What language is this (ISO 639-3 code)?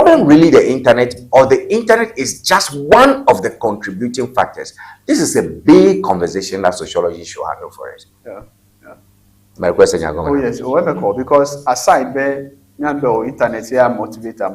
ewe